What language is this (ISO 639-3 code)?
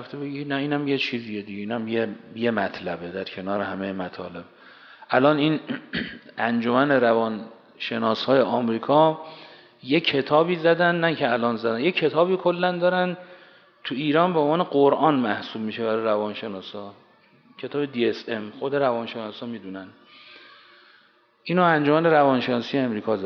fas